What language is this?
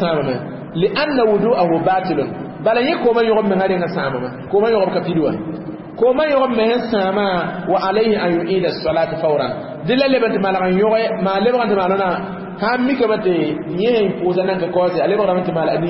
Mossi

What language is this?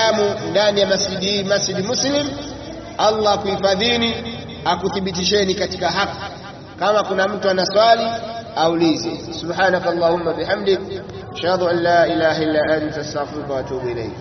Swahili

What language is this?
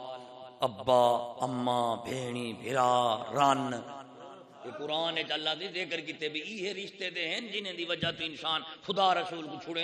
Saraiki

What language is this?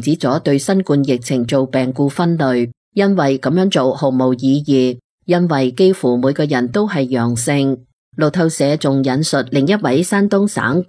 Cantonese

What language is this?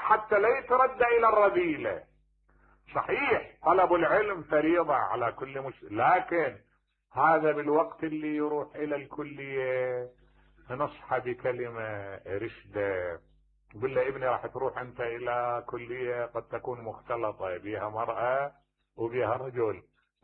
Mesopotamian Arabic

